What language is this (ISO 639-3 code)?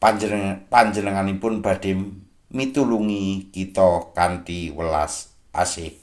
jav